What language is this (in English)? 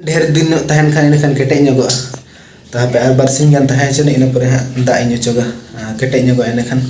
Santali